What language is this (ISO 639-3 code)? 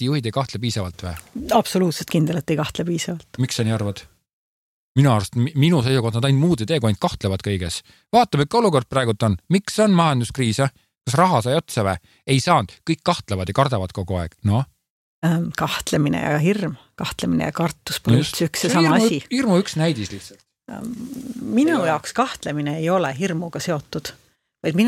est